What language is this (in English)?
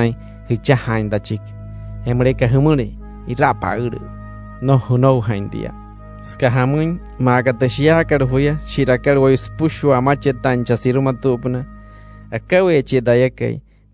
Wayuu